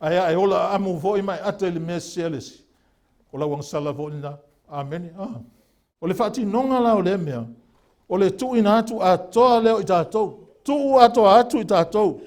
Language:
Samoan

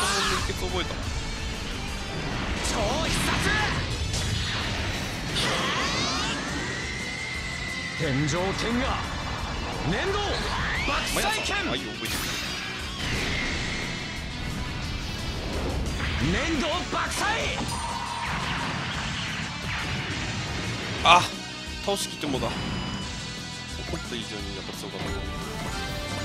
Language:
Japanese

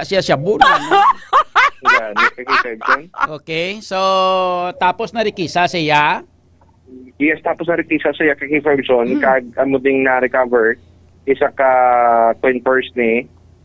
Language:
Hiligaynon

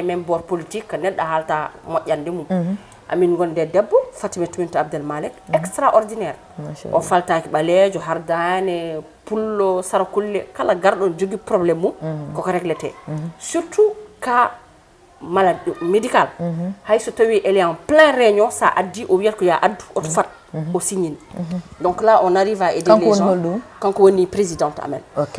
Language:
Fula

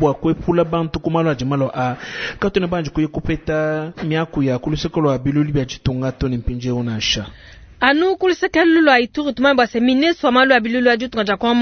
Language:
Luba-Lulua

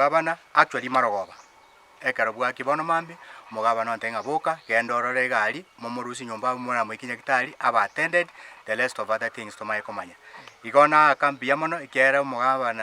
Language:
Gusii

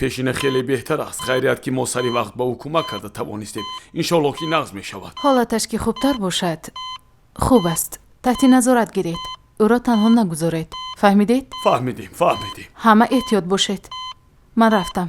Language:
Tajik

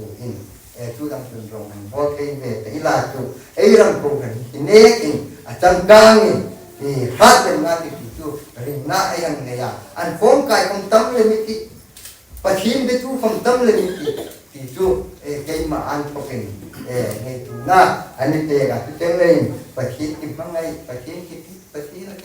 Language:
Hmar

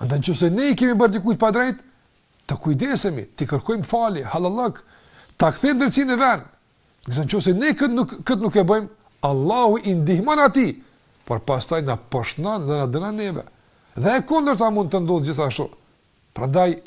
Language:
Albanian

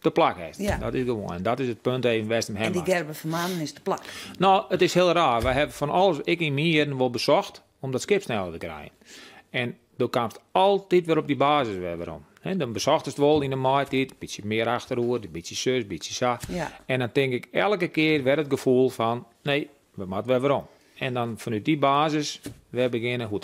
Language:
Western Frisian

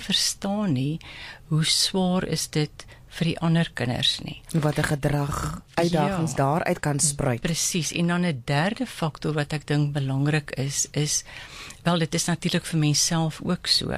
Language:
Afrikaans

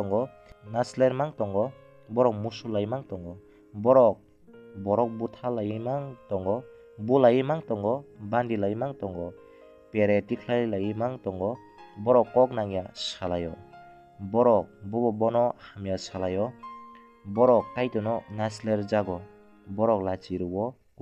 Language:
Kok Borok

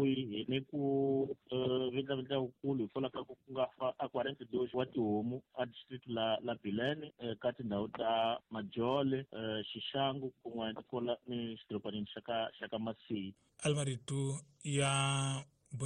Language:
Tsonga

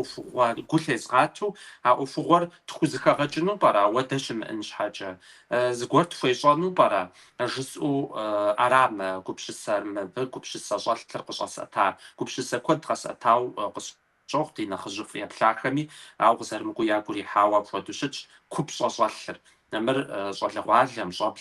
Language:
Kabardian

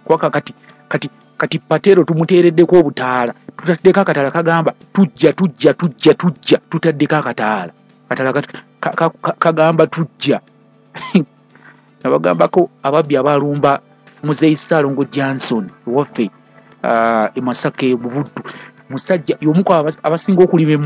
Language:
Ganda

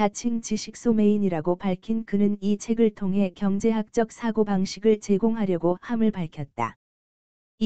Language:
Korean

